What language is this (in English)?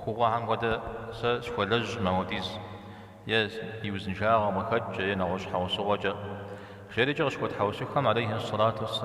Kabardian